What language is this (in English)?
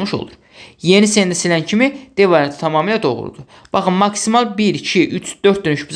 Azerbaijani